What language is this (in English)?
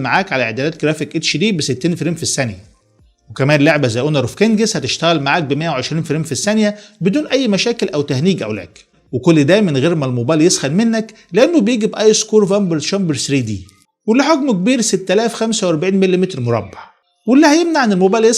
Egyptian Arabic